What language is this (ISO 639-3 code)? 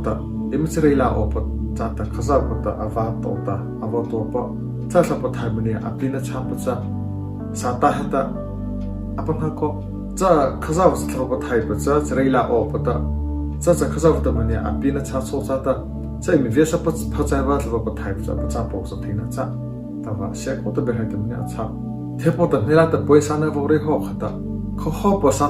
mrh